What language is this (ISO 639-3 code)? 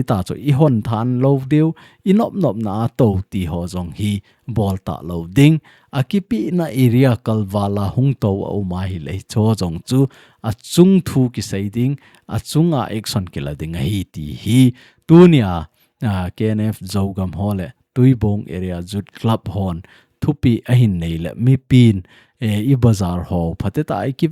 tcz